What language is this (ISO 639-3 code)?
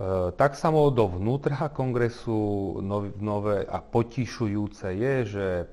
rue